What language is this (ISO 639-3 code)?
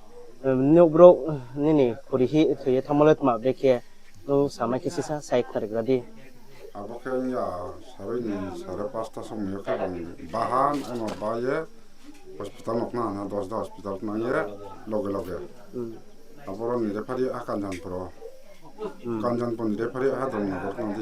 ria